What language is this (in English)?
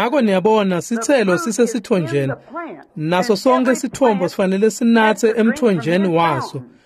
Swati